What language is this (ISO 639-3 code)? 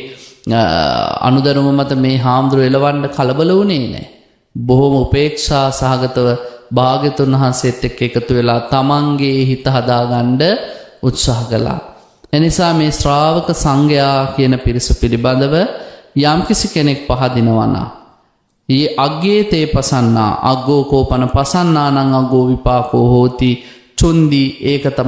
sin